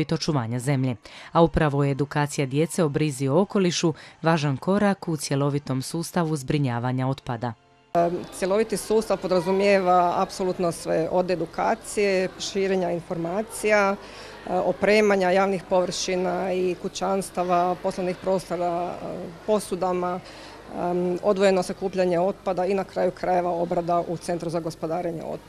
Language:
Croatian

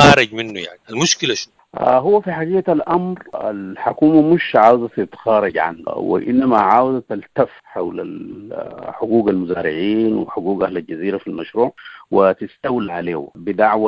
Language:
Sudanese Arabic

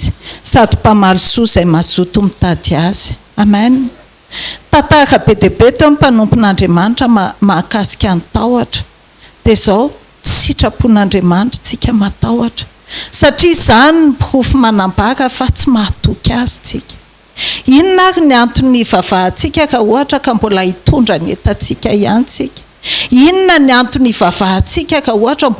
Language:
Malagasy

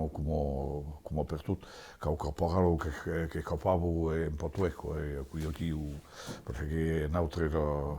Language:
Occitan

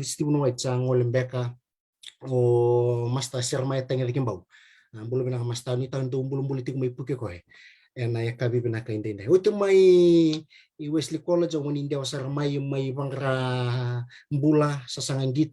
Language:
Fijian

